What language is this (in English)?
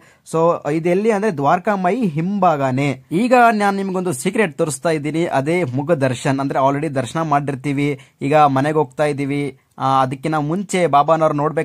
Kannada